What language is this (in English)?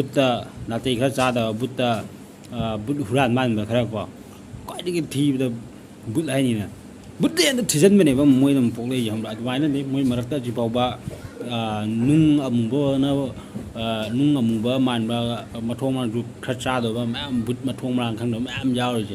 Manipuri